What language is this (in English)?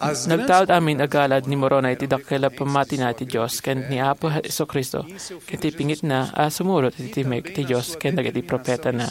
Iloko